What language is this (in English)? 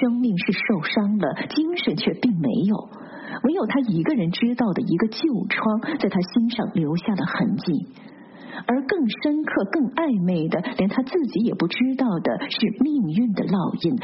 Chinese